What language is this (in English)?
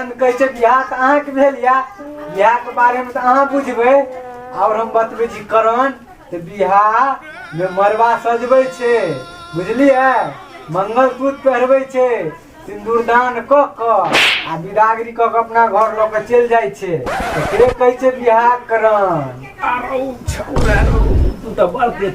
Maithili